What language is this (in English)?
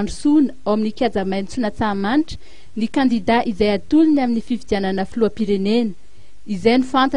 Malagasy